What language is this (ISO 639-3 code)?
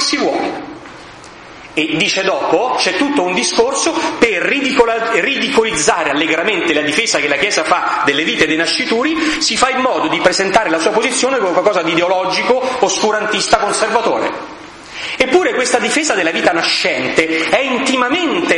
ita